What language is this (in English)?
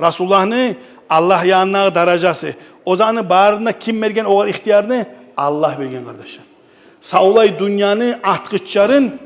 Kumyk